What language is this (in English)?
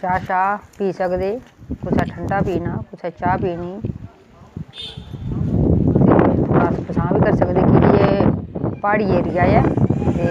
Dogri